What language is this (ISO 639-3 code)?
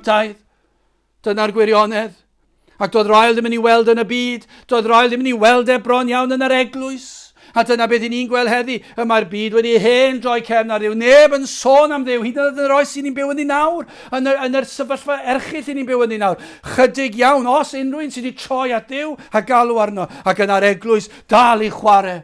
cym